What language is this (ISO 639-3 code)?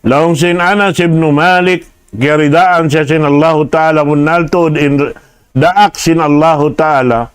tsg